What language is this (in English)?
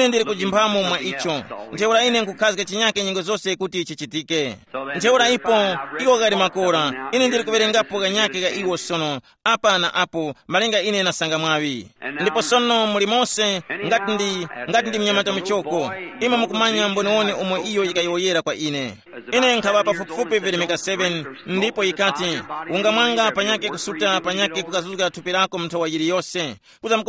Tumbuka